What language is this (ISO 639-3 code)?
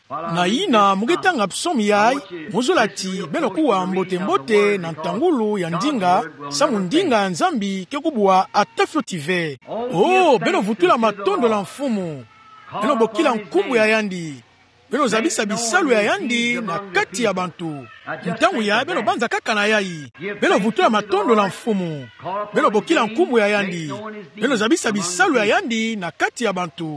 ktu